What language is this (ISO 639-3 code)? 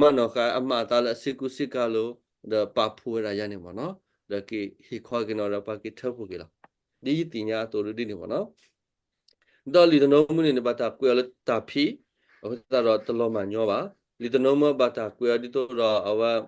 ksw